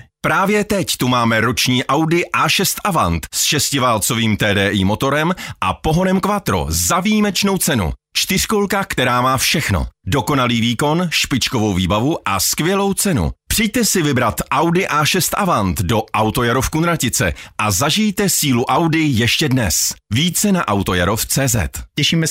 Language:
Czech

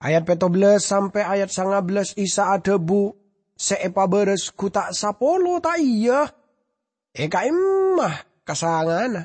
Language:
Madurese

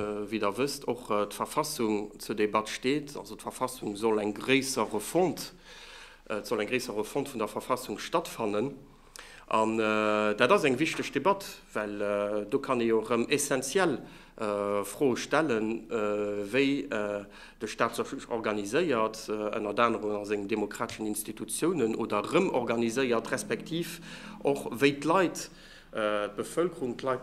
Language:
Luxembourgish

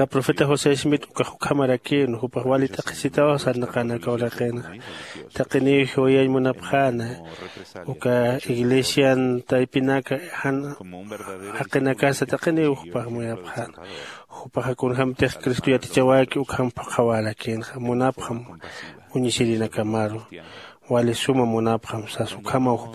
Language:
Aymara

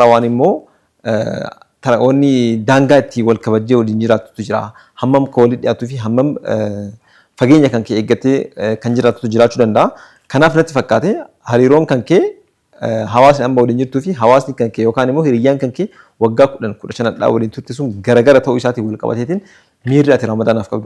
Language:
Oromo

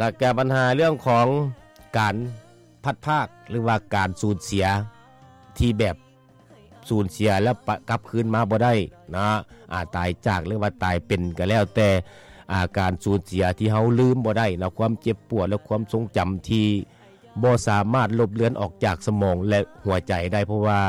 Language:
Lao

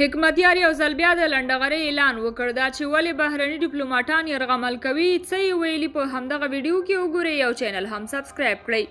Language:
Pashto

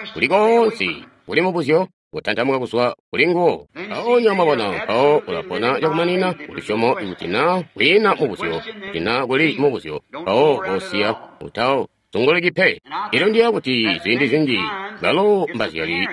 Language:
Tonga (Zambia)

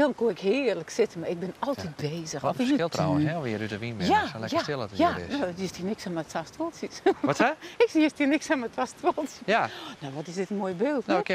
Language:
Western Frisian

